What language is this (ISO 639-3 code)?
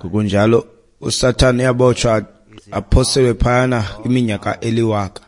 xho